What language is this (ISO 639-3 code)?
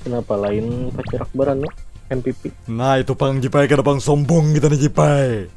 bjn